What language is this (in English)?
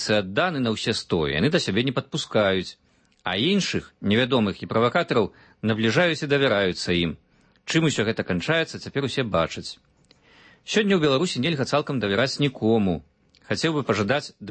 Belarusian